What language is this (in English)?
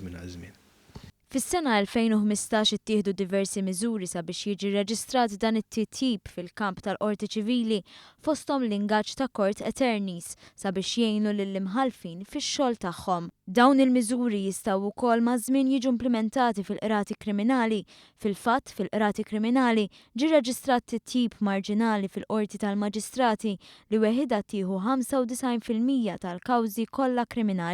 Maltese